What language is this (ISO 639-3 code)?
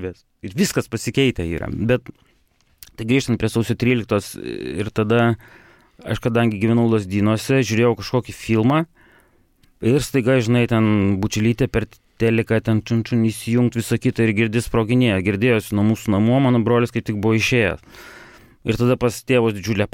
lit